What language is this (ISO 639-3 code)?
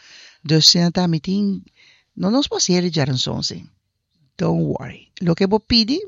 pap